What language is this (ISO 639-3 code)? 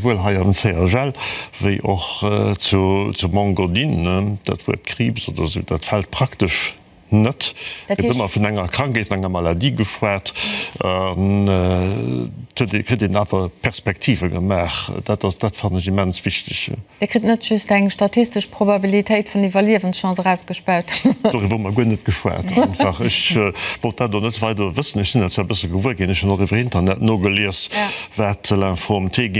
ltz